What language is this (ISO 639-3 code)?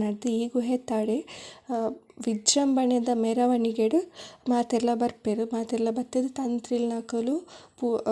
tcy